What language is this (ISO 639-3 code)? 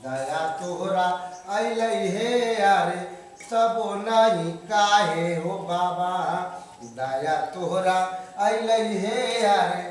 mai